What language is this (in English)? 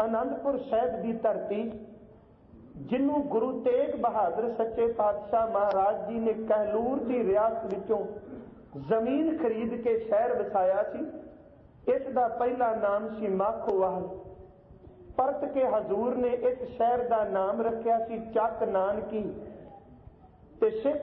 Punjabi